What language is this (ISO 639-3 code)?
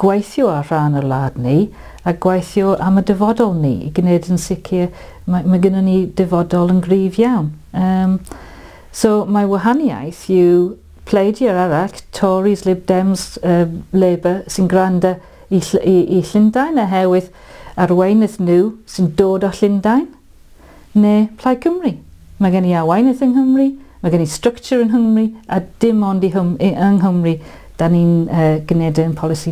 cym